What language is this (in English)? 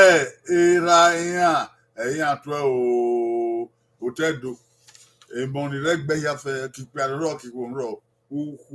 Bini